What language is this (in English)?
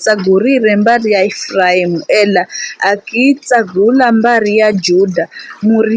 Giryama